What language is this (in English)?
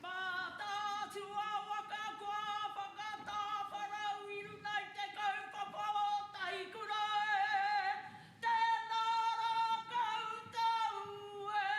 Māori